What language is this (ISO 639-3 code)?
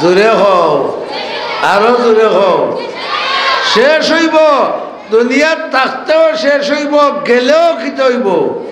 syl